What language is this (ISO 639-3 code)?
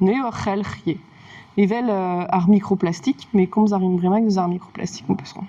bre